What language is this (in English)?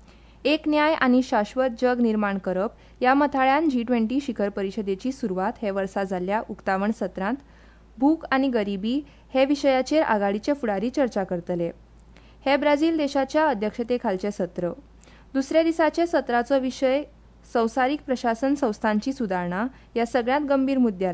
Konkani